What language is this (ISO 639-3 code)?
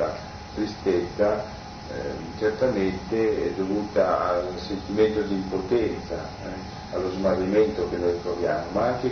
ita